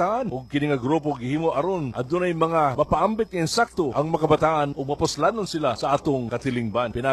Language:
Cebuano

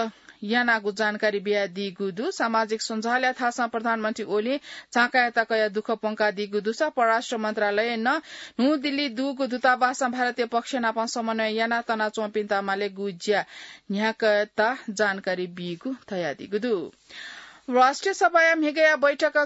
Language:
Newari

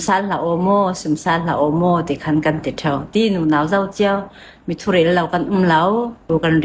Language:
Falam Chin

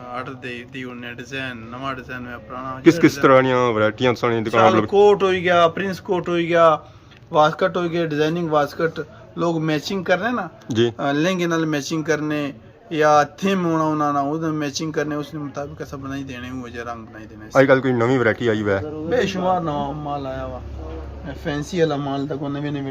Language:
Pahari-Potwari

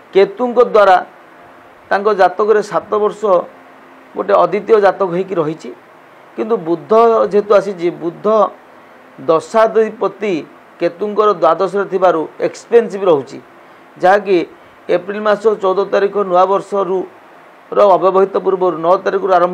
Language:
Odia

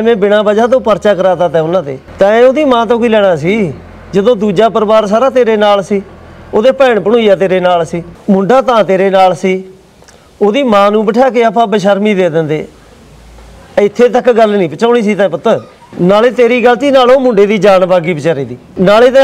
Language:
Punjabi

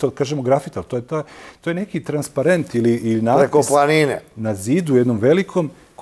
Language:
Serbian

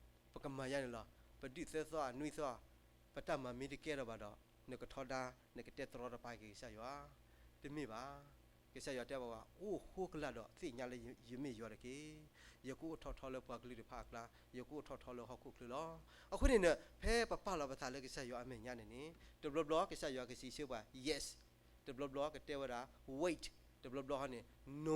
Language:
S'gaw Karen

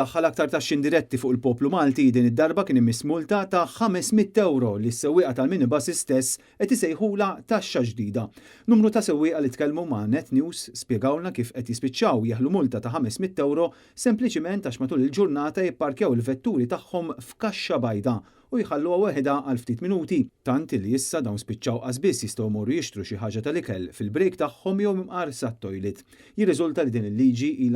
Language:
Maltese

